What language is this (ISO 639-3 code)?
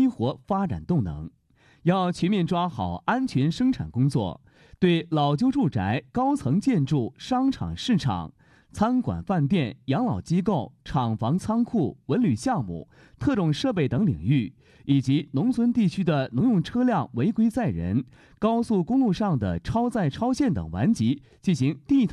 zho